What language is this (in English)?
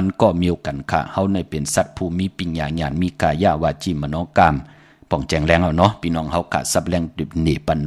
Shan